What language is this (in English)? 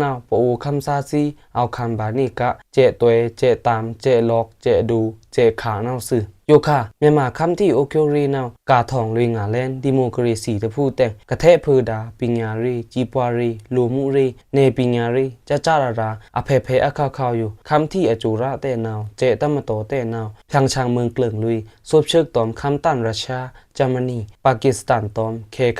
Pa'o Karen